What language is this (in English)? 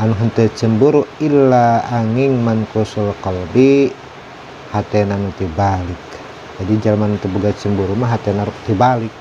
Sundanese